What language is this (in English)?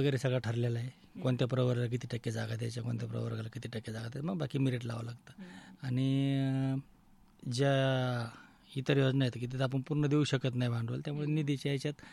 Marathi